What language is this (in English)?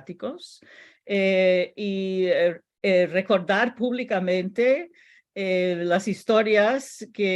Ladino